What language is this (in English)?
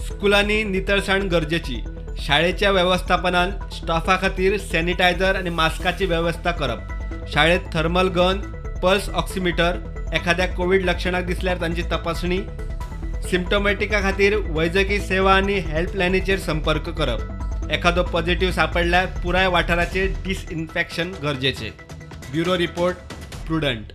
Konkani